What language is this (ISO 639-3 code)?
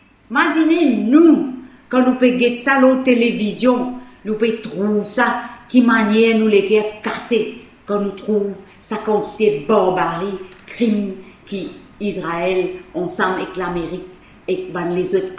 mfe